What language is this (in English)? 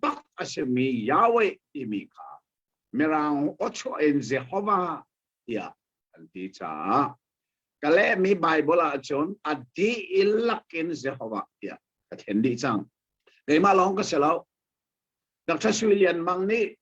Hakha Chin